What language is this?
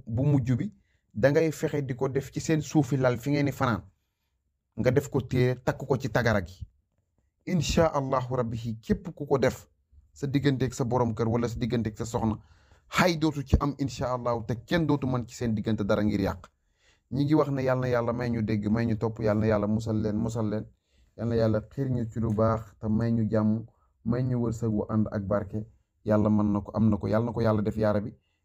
Wolof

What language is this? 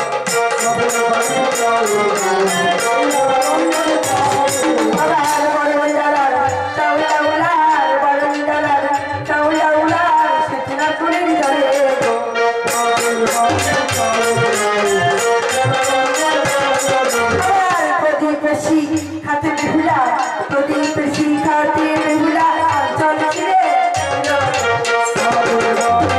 Bangla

